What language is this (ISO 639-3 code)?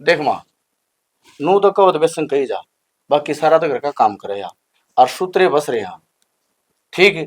bgc